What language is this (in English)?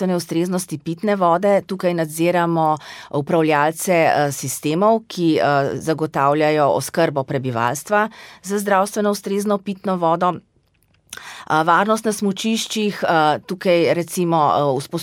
Slovenian